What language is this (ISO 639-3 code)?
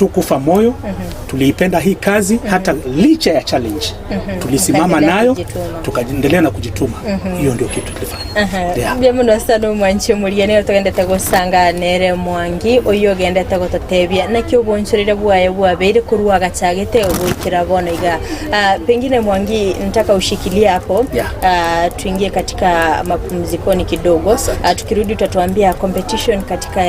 guz